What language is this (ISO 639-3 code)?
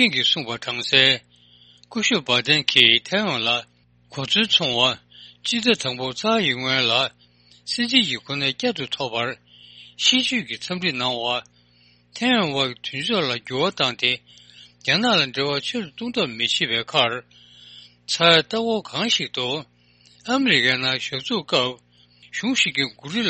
bod